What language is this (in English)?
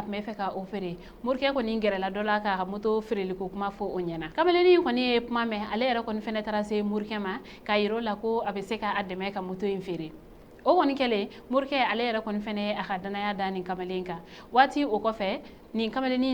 Bambara